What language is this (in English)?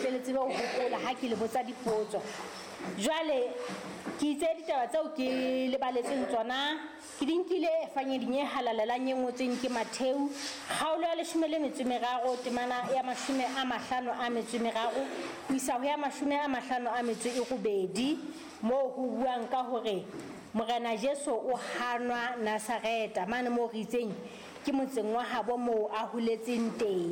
Southern Sotho